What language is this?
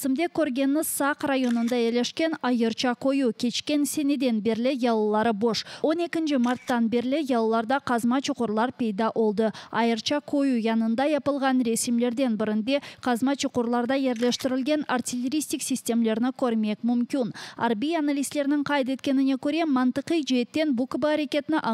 Crimean Tatar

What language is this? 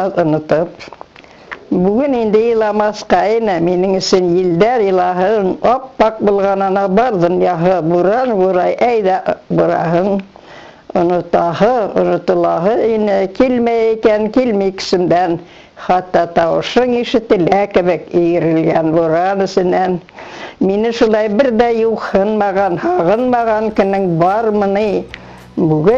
Bashkir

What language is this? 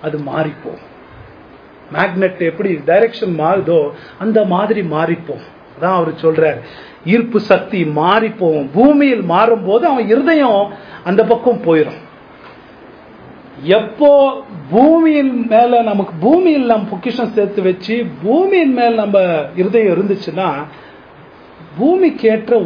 Tamil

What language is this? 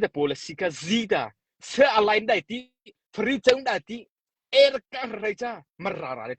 Mara Chin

